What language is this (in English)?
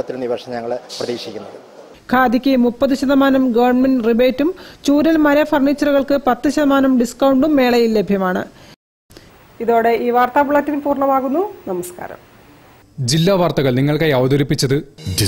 Malayalam